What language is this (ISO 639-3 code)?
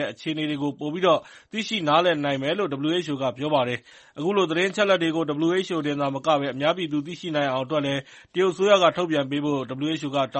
mya